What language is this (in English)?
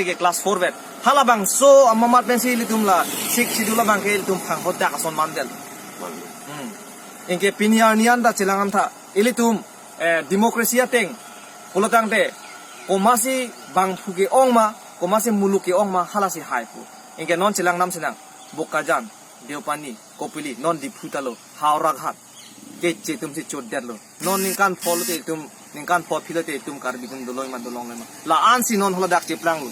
Karbi